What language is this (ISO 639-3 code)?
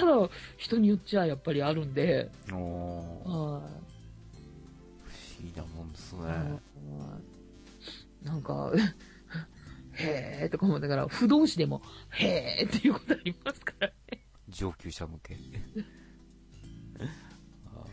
jpn